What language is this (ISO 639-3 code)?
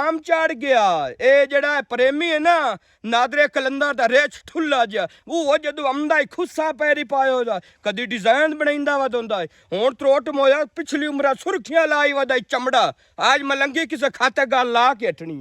lah